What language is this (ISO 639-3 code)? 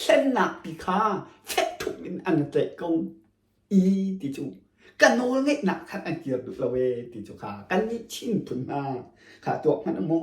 cnh